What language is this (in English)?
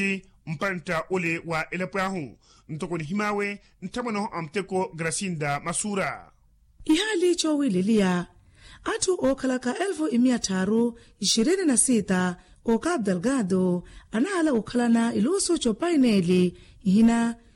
Makhuwa